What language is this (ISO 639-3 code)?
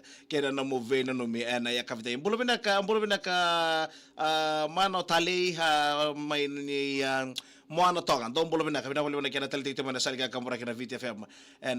fij